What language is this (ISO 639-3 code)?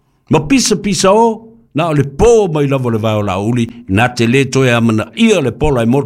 smo